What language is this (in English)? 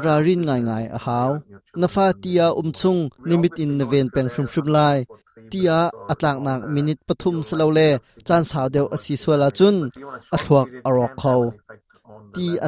Hakha Chin